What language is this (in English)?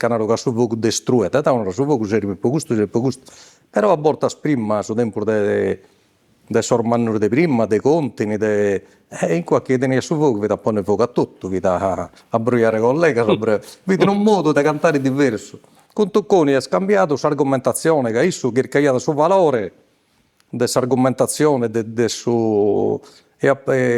Sardinian